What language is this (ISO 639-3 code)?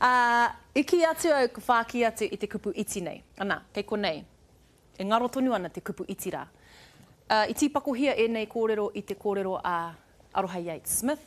mri